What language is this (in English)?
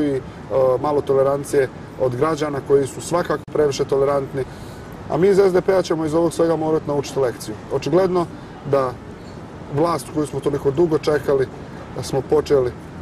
Bosnian